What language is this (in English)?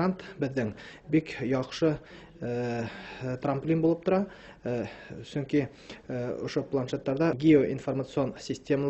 Bashkir